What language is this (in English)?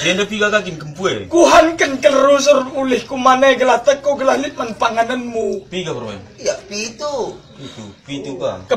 Batak Karo